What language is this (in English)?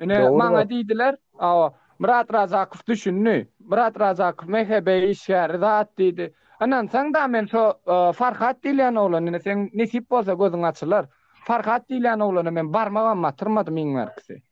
Turkmen